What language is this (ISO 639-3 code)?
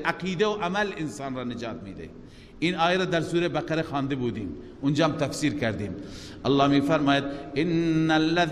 fas